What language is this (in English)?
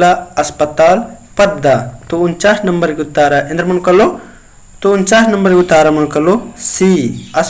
Kurukh